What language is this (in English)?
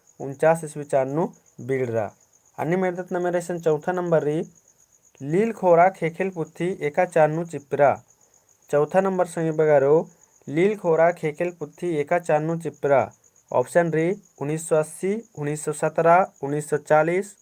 Kurukh